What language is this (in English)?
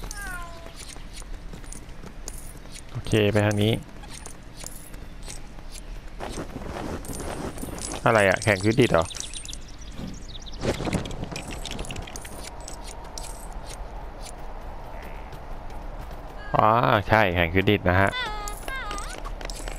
Thai